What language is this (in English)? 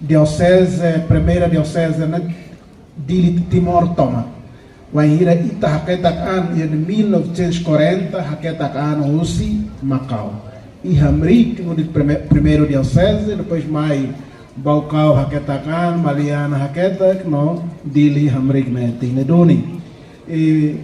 Tetum